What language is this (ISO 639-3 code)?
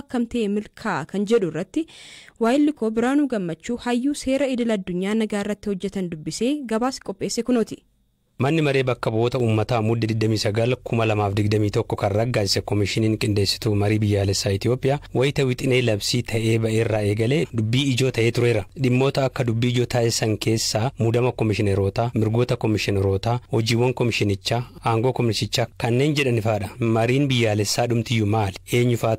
orm